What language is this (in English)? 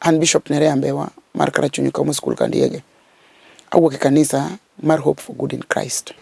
Luo (Kenya and Tanzania)